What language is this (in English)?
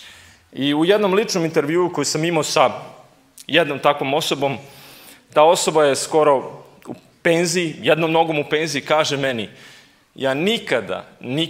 Serbian